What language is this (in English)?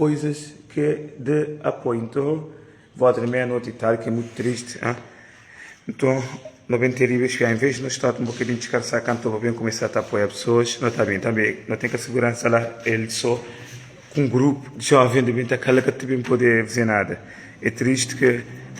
Kabuverdianu